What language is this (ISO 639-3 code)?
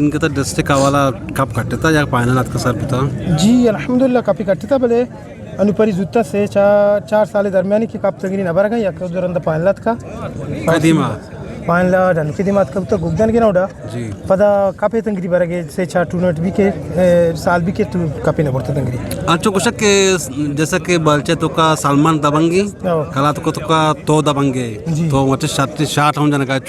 bgp